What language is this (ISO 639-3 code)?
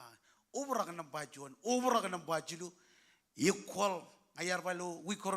mah